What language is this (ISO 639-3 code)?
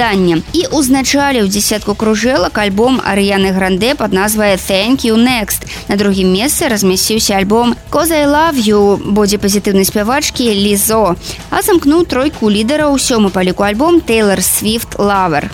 bel